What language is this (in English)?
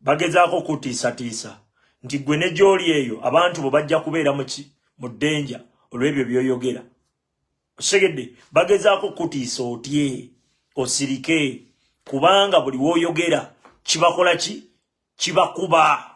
Ganda